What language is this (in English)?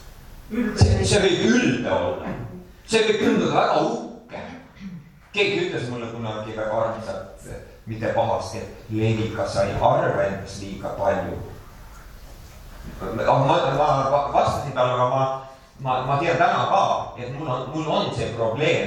Estonian